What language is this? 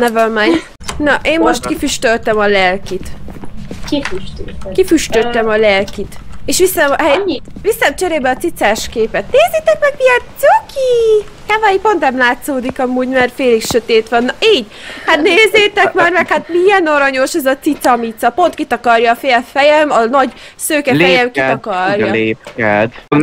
Hungarian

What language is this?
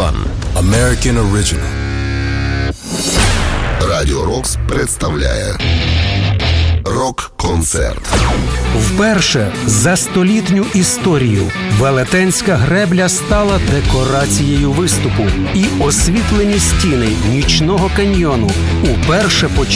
Ukrainian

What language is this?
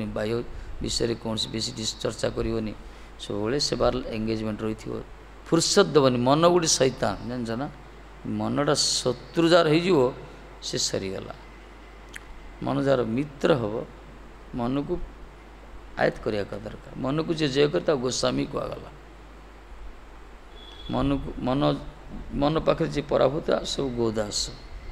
Odia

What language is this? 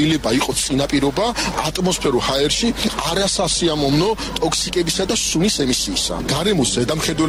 Georgian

